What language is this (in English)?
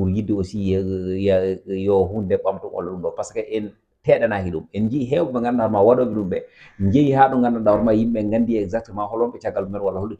Fula